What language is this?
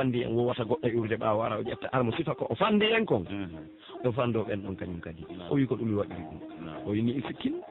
Pular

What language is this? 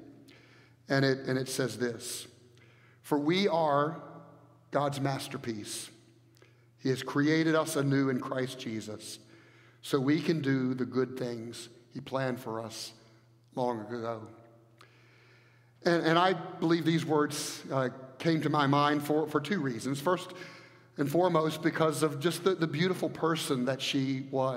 English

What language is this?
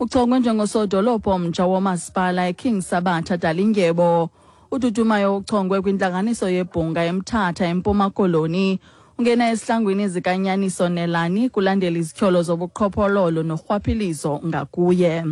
Xhosa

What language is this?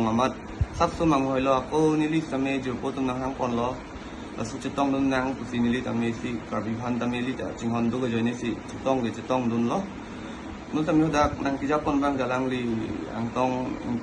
Karbi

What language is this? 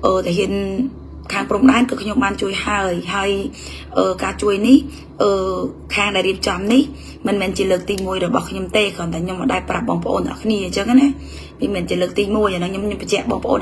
Khmer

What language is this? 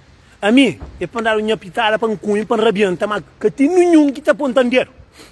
Kabuverdianu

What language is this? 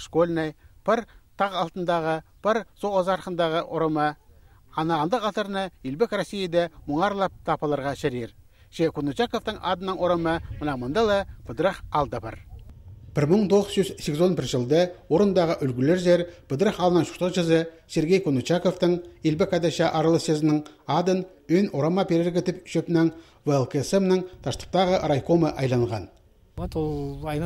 Khakas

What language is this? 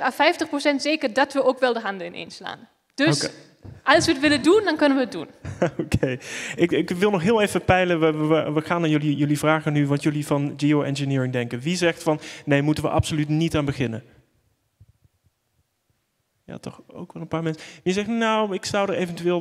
Dutch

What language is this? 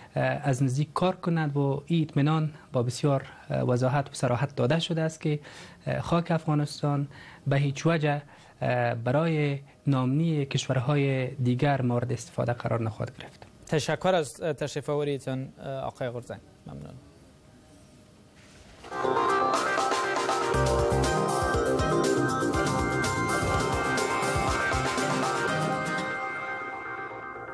Persian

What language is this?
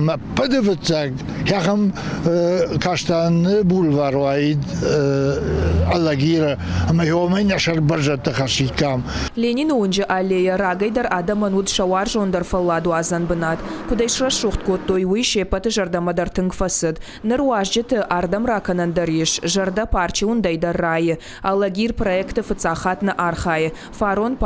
Ossetic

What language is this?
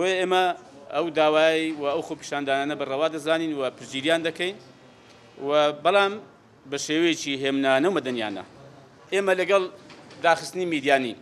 Central Kurdish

